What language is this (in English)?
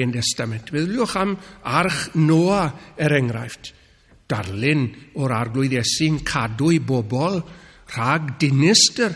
Welsh